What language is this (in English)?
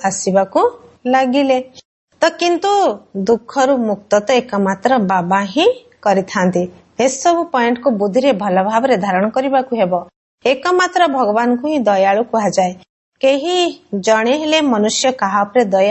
Odia